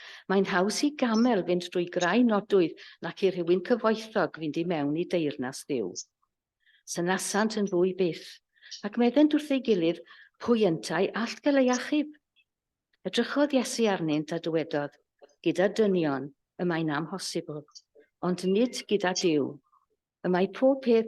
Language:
Welsh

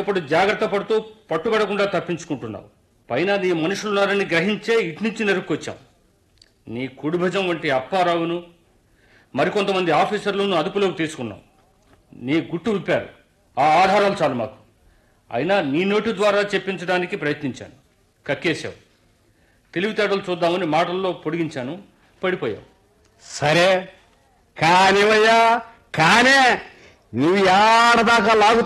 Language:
Telugu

